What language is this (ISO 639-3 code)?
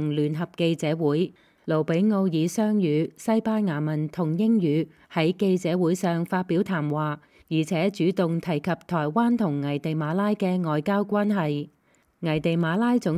yue